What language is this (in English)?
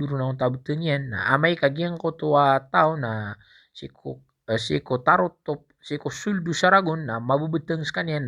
Maranao